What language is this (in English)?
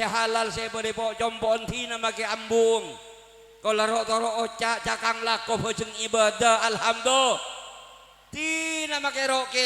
Madurese